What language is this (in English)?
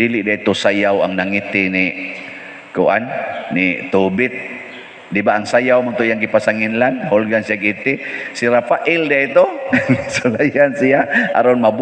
Cebuano